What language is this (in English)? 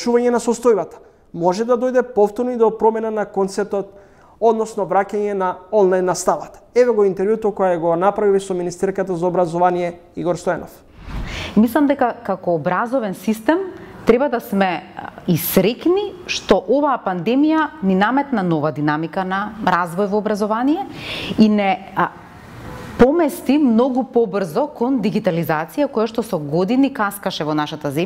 Macedonian